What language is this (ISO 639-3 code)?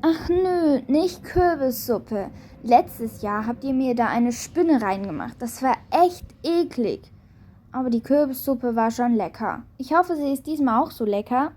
gsw